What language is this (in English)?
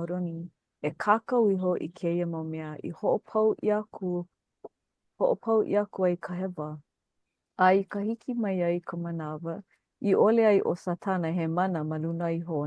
Hawaiian